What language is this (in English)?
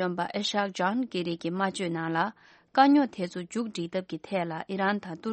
Tibetan